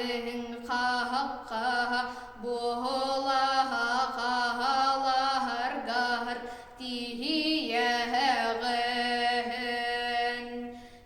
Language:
Yakut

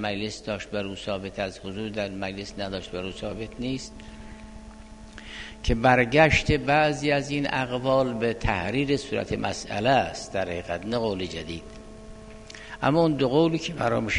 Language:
Persian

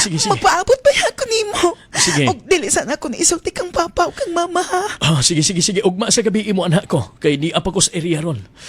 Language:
Cebuano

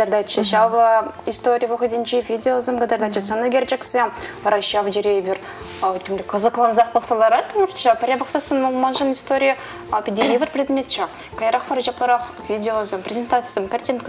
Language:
Chuvash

